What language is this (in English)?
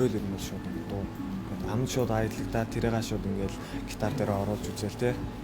Mongolian